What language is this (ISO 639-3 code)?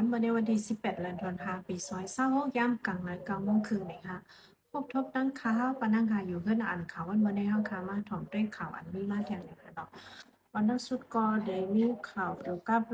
shn